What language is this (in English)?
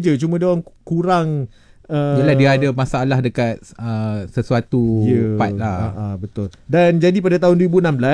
Malay